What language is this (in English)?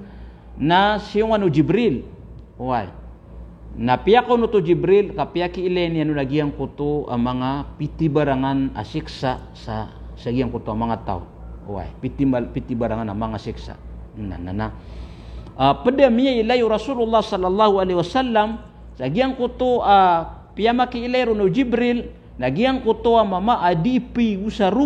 Maranao